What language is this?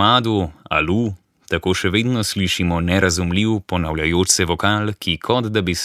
Slovenian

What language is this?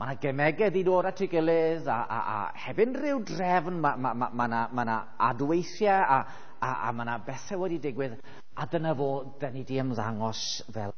Welsh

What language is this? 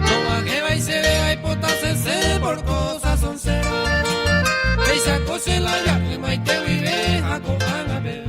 Guarani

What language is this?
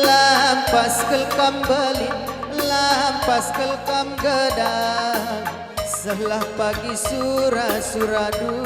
Batak Karo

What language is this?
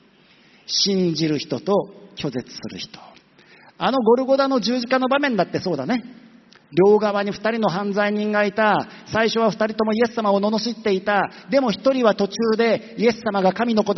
Japanese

